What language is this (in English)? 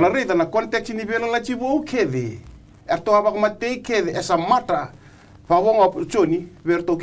Fijian